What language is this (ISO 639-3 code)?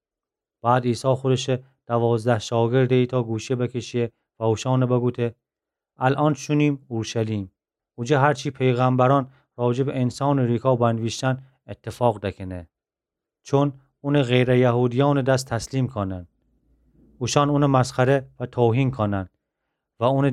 glk